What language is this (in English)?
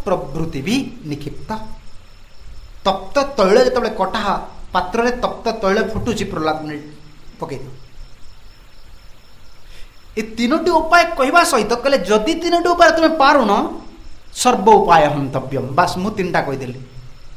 Odia